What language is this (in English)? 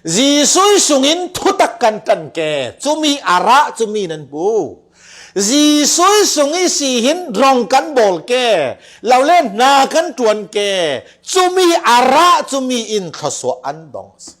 Falam Chin